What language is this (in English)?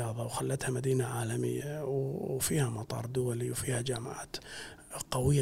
Gulf Arabic